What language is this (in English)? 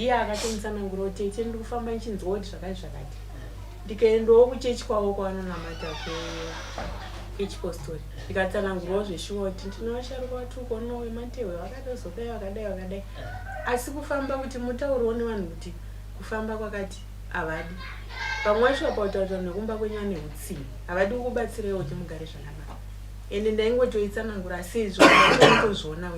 Shona